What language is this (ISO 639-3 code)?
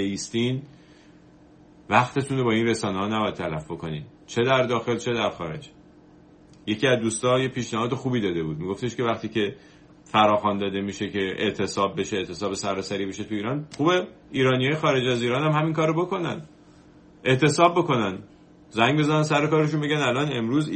fas